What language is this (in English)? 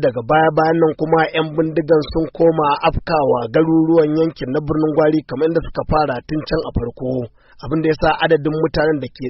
Hausa